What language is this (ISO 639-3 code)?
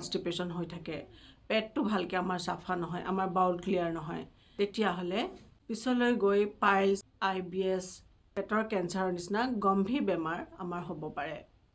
asm